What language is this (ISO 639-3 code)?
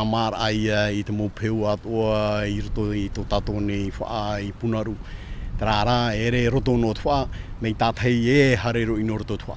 tah